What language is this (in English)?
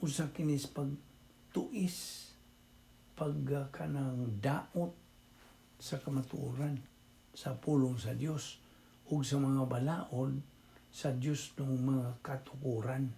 Cebuano